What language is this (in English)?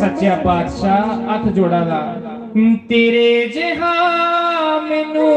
Dogri